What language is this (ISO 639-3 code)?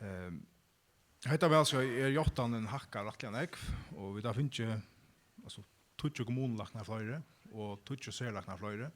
fao